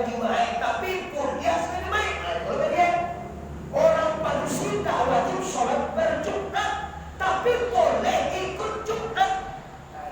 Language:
Minangkabau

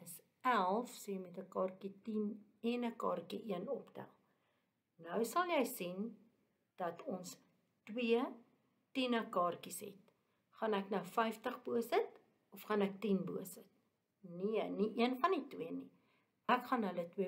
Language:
Afrikaans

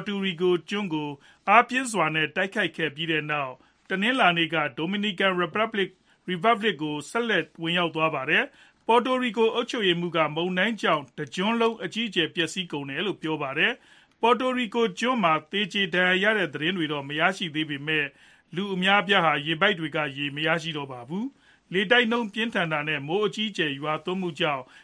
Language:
Burmese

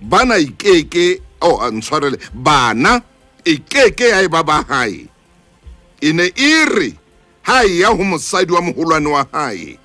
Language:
Southern Sotho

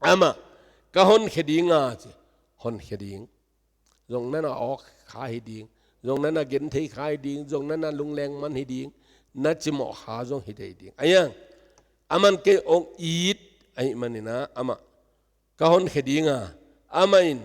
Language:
Tedim Chin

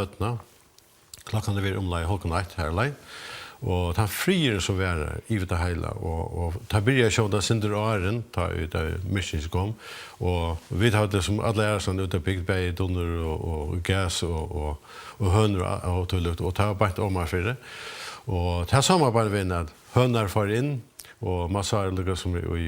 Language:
Faroese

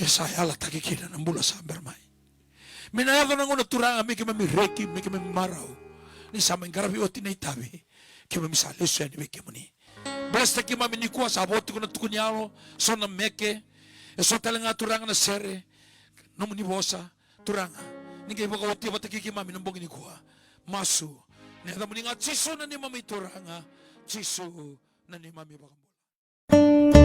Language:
Fijian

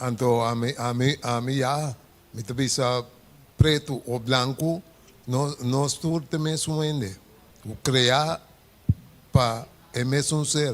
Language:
Papiamento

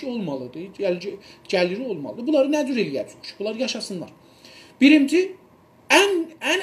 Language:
South Azerbaijani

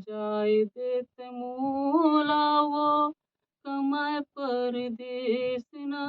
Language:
Chhattisgarhi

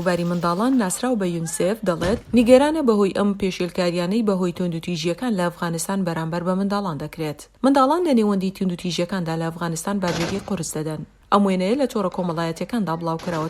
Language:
Central Kurdish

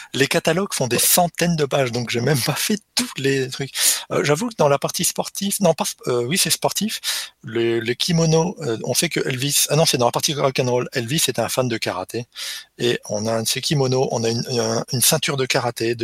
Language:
French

